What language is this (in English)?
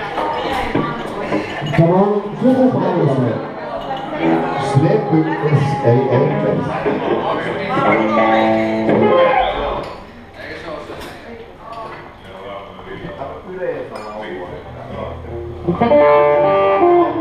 Finnish